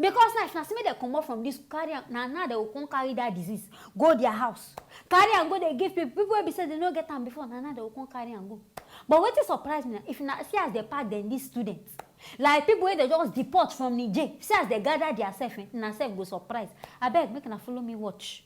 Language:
Nigerian Pidgin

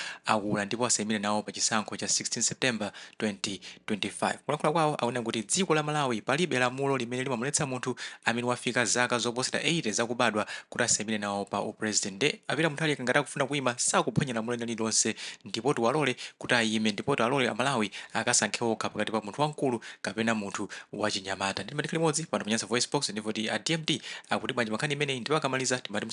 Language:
Nyanja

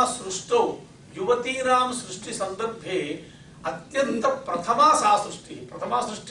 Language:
Sanskrit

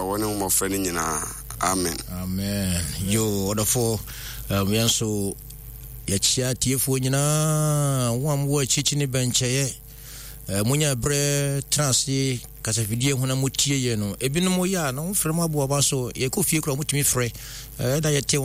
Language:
Akan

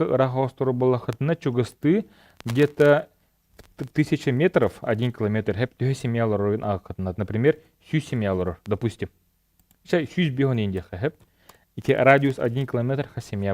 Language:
Yakut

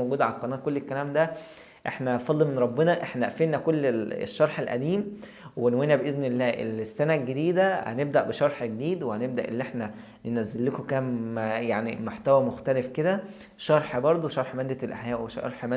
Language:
Egyptian Arabic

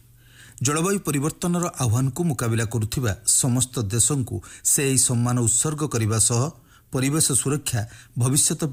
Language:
Odia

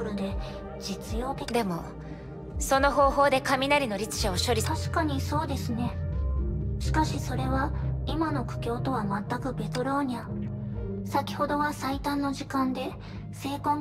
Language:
Japanese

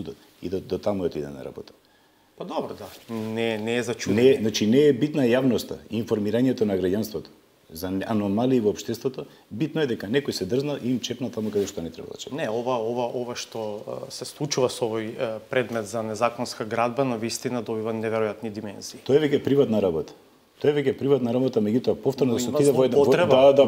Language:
Macedonian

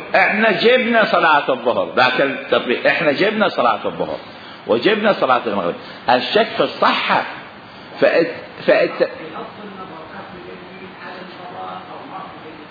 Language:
Mesopotamian Arabic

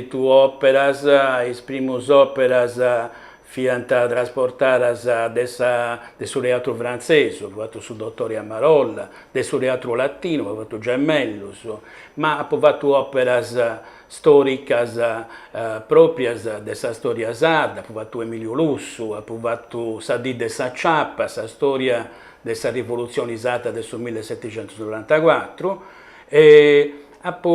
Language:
Sardinian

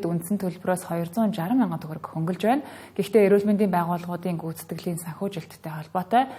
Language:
Mongolian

